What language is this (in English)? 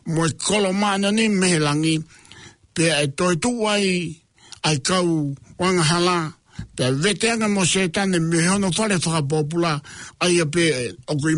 Tongan